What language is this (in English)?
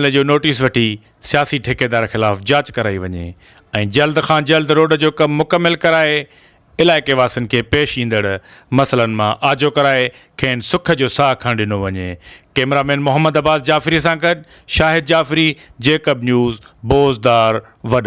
Sindhi